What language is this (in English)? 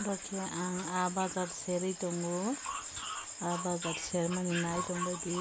Kok Borok